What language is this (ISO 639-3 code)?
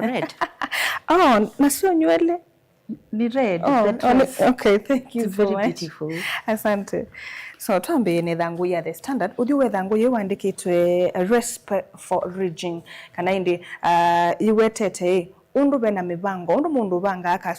kam